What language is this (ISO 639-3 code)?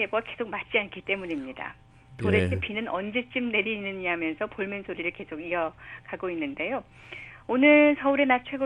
kor